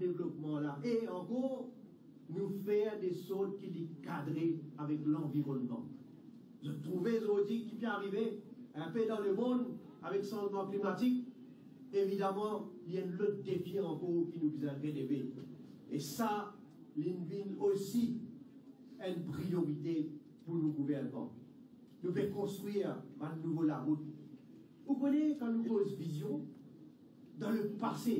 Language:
Morisyen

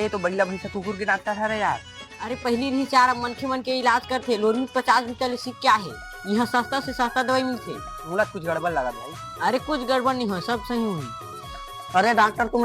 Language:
Chhattisgarhi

